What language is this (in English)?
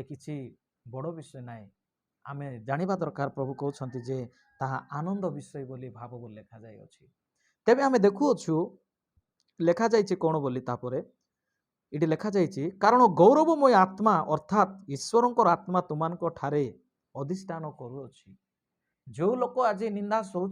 Odia